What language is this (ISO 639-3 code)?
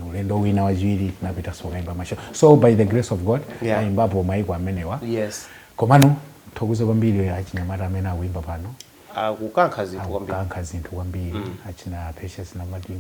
nya